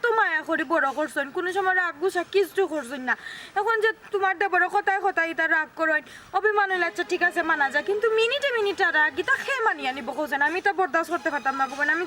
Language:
Sylheti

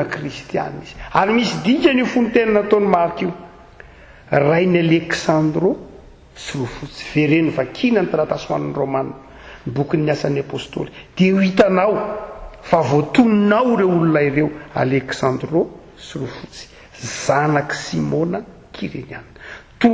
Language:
Malagasy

